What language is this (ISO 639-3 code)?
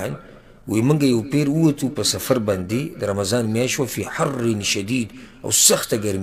pus